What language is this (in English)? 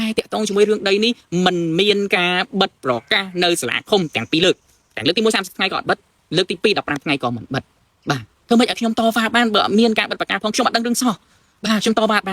Khmer